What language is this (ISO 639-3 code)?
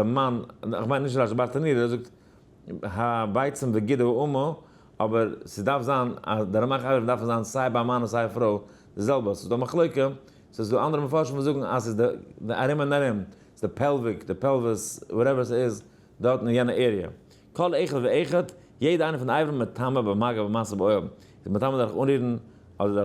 yid